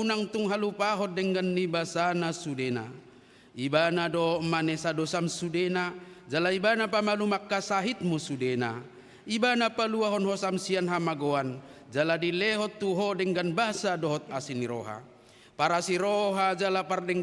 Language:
Batak Toba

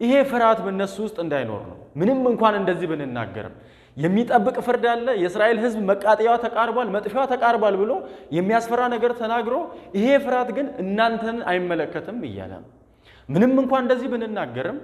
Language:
Amharic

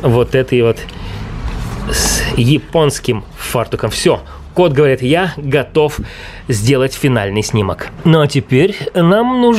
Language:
Russian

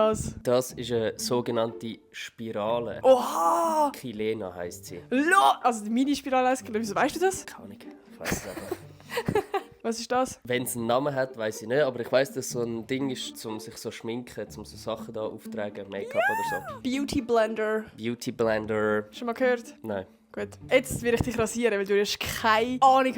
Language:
Swiss German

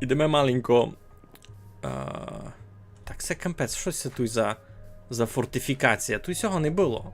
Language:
Rusyn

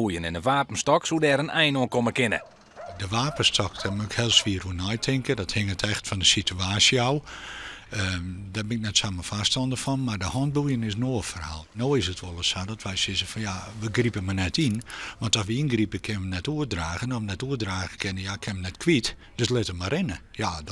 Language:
Western Frisian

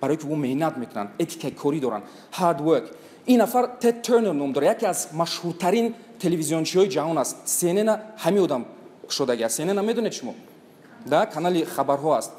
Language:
Tajik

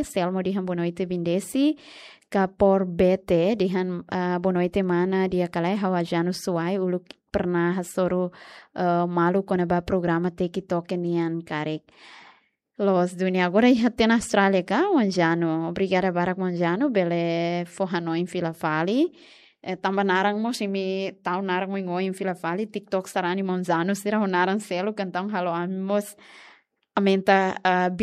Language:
Tetum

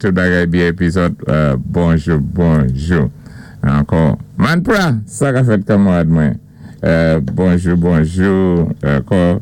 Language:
Saint Lucian Creole French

